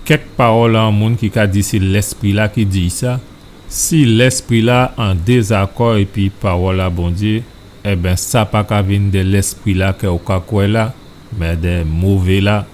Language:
Guadeloupean Creole French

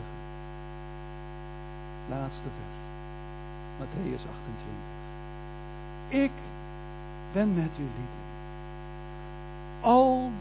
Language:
Dutch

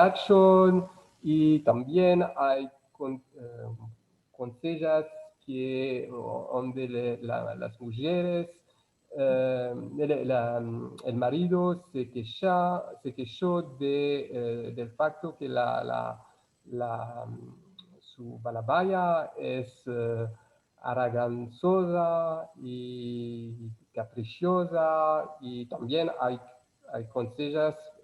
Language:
Ladino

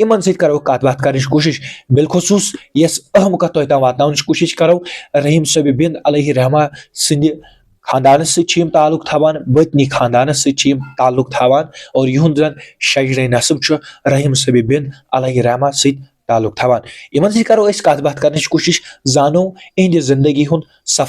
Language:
Kashmiri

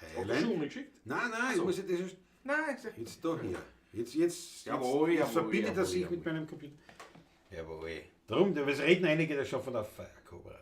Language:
Bavarian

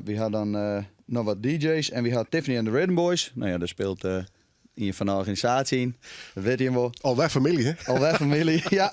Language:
Western Frisian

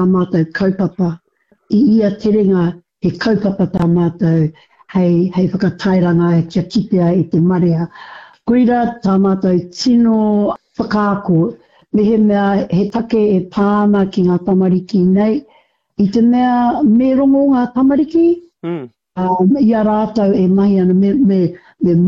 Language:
Māori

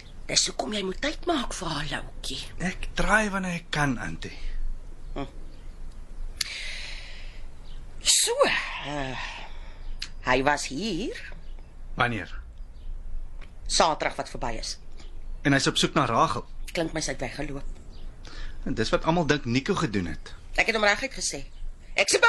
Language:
Afrikaans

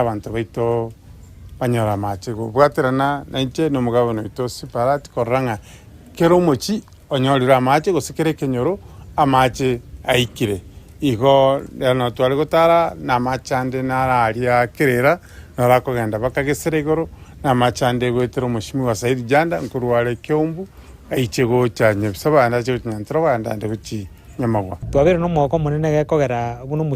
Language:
Gusii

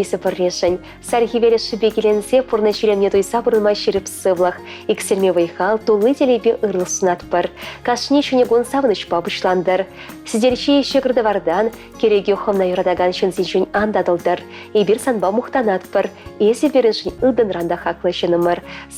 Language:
Chuvash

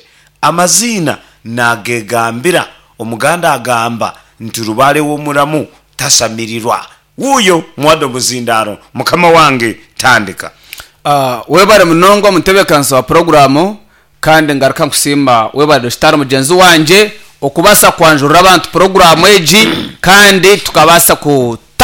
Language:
Nyankole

